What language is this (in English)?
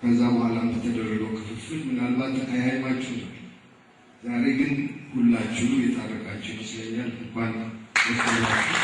Amharic